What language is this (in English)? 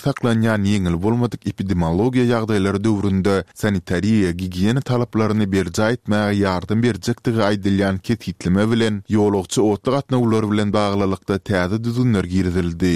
Turkmen